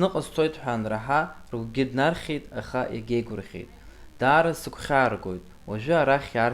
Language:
Abkhazian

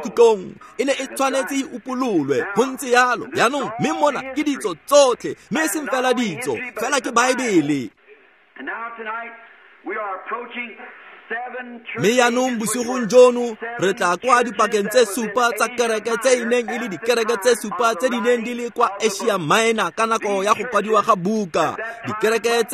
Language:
Tswana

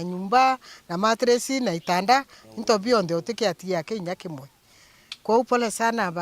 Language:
Meru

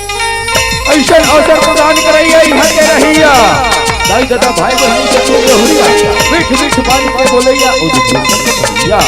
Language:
Chhattisgarhi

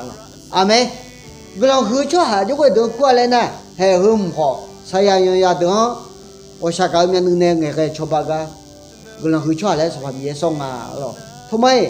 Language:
Akha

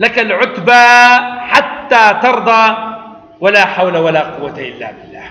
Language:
Kurdish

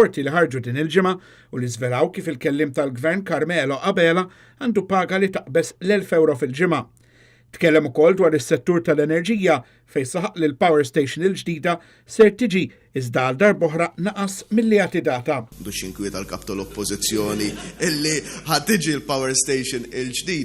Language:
Maltese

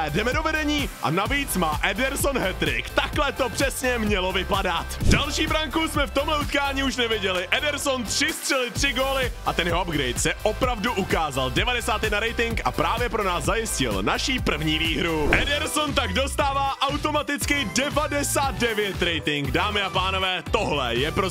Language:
Czech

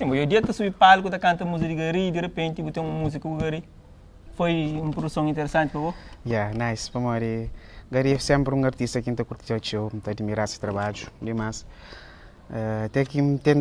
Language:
Kabuverdianu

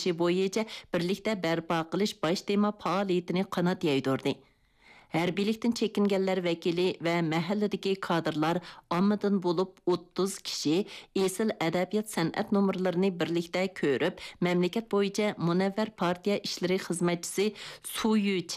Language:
Uyghur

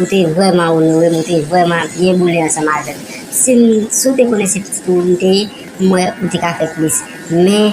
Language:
Haitian Creole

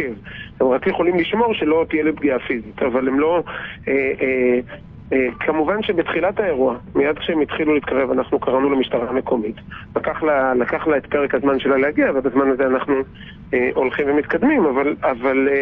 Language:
Hebrew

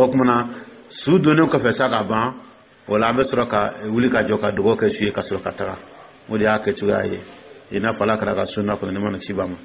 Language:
Dyula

